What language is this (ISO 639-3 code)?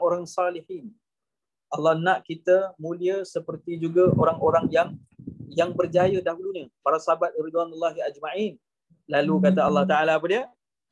msa